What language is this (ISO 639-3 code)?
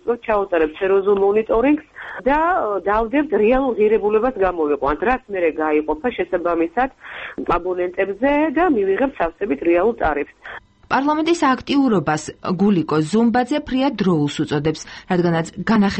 kat